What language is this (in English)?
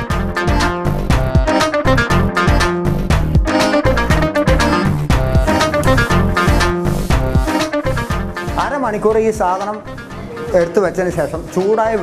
Malayalam